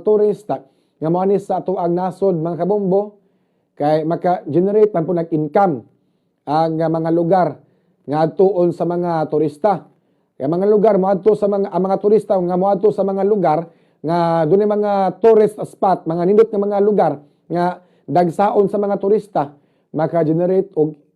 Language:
Cebuano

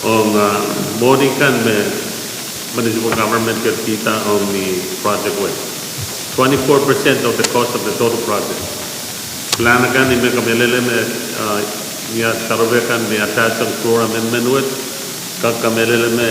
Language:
Pohnpeian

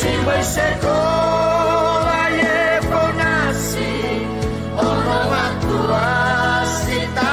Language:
Nias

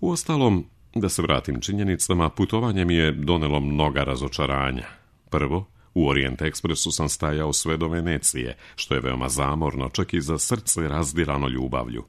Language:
Serbian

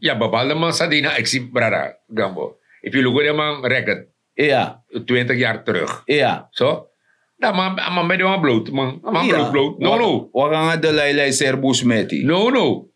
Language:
Sranan Tongo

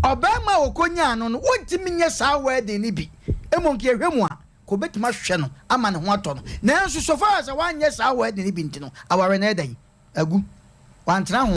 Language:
Akan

